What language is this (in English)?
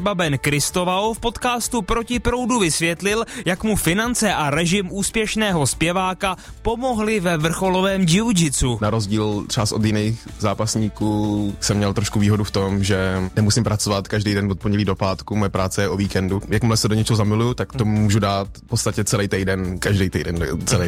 Czech